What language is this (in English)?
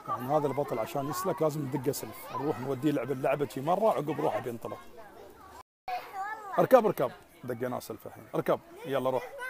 Gulf Arabic